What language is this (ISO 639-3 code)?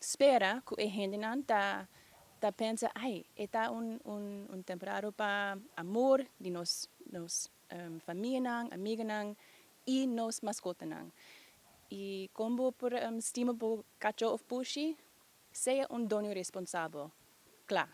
pap